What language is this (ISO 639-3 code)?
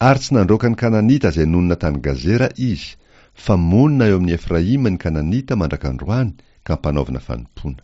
mlg